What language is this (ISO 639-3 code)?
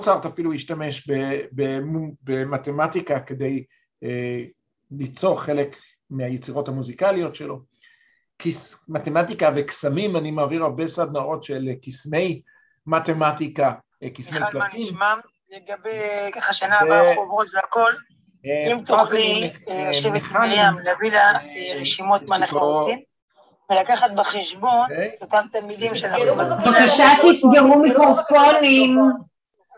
heb